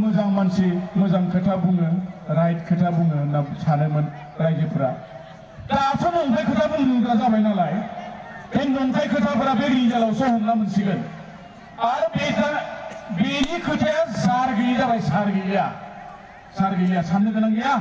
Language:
Bodo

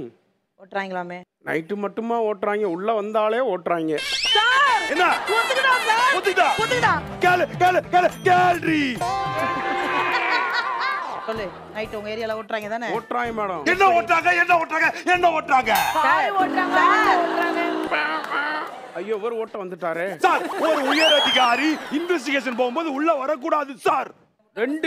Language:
Tamil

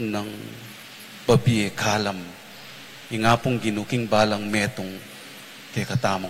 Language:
Pampanga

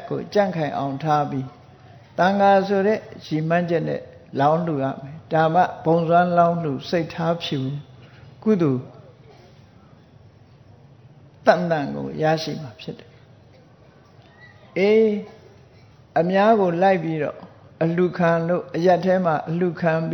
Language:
Burmese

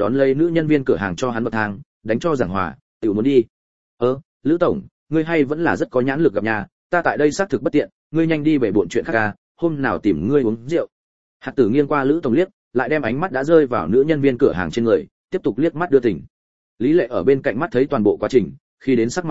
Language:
Vietnamese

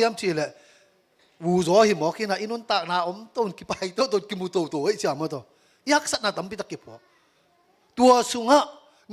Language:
Tedim Chin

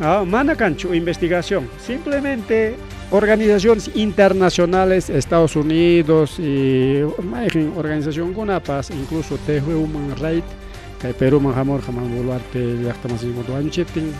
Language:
Ayacucho Quechua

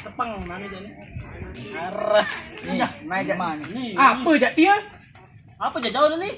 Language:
Sasak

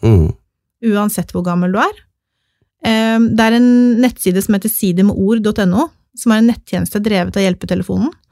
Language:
Norwegian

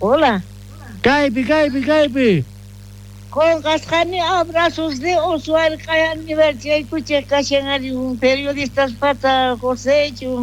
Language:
South Bolivian Quechua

